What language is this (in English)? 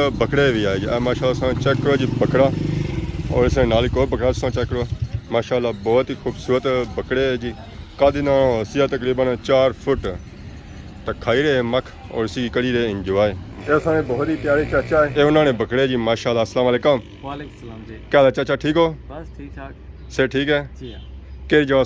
Pahari-Potwari